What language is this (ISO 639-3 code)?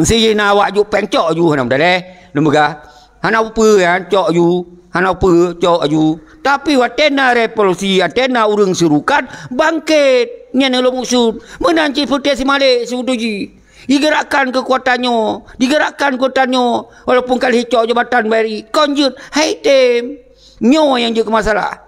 ace